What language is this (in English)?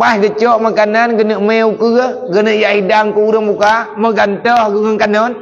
Achinese